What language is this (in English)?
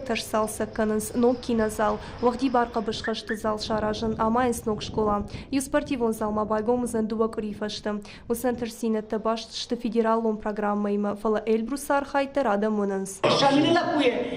Ossetic